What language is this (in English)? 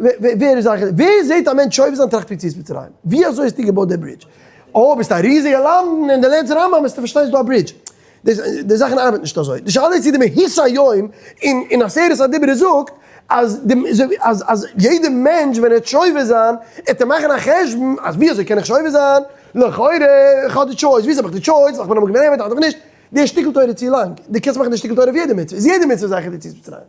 Yiddish